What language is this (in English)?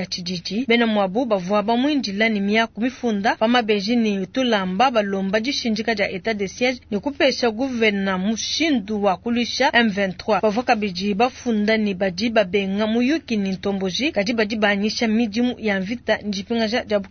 Luba-Lulua